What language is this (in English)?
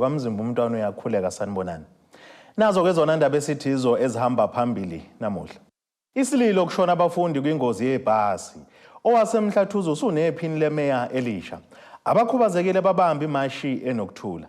Zulu